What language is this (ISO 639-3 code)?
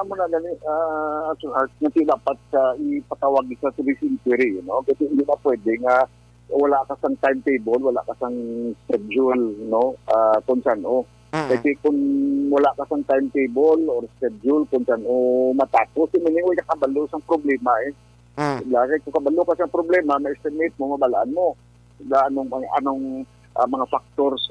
hil